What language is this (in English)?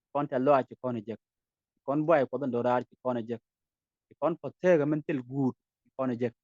Nuer